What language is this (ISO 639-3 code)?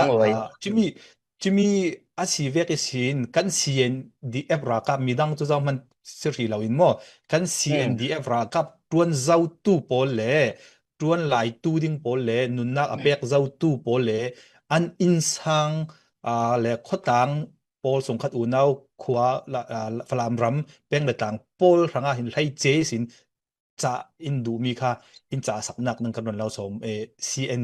cfm